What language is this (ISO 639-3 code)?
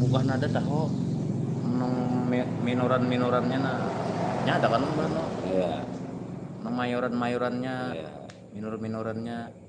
bjn